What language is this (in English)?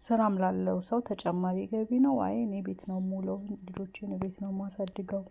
Amharic